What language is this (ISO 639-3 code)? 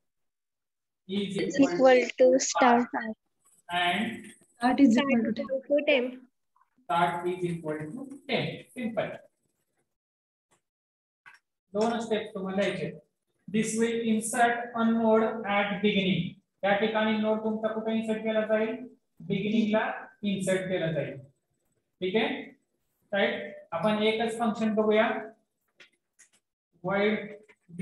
mar